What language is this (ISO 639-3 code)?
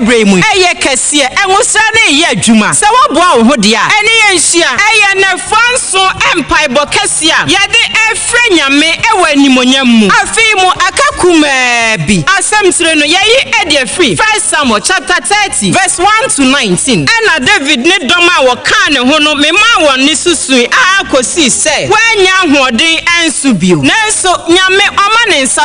aka